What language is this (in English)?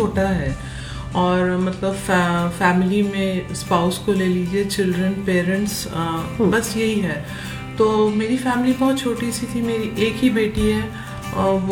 Hindi